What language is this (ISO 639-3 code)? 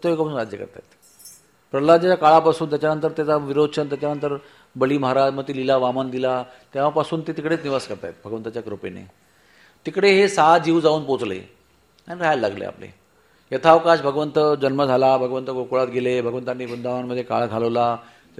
mar